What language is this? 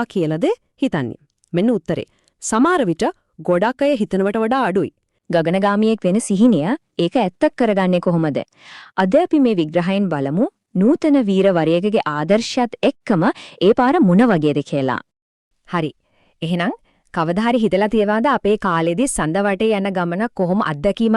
Sinhala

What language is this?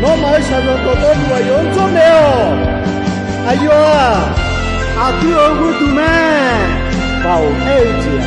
Akha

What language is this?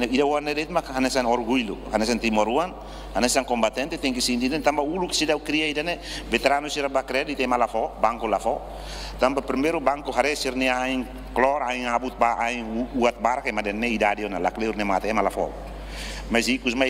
Tetum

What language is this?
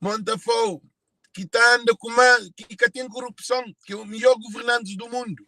Kabuverdianu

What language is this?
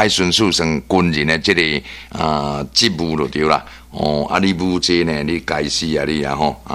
Min Nan Chinese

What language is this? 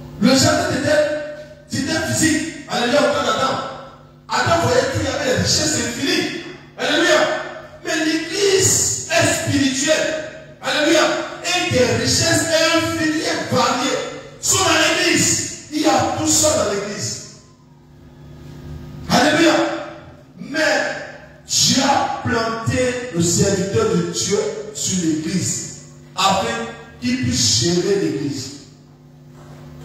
French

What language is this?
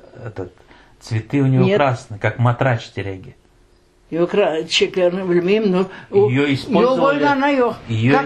Crimean Tatar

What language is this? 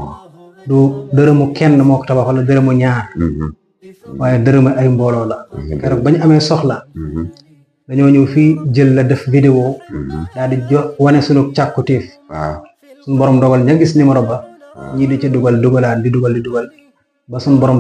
Wolof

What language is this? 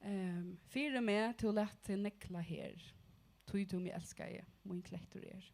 Faroese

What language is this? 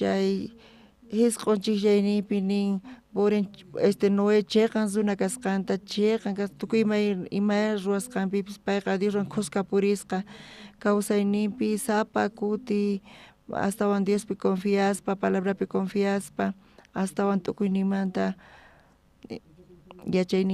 South Bolivian Quechua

